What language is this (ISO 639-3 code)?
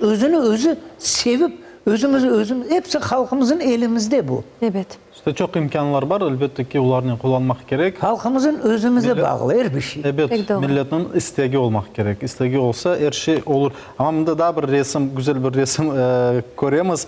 crh